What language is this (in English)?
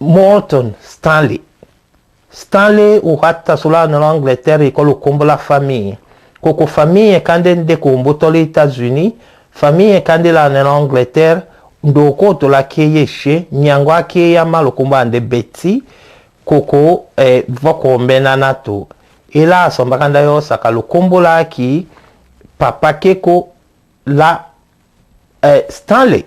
Tetela